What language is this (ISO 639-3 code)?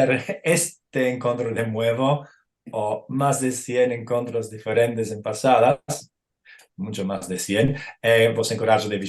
lad